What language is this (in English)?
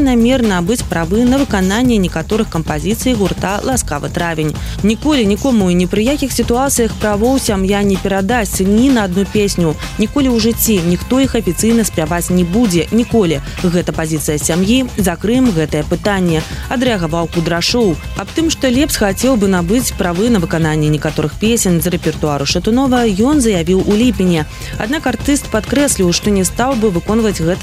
Belarusian